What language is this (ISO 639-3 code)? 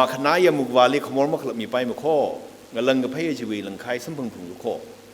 nmf